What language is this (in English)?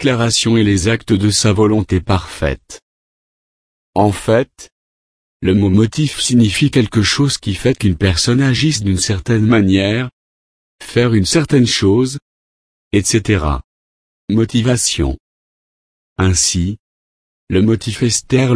French